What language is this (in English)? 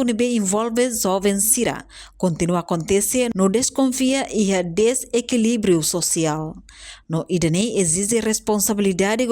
Tetum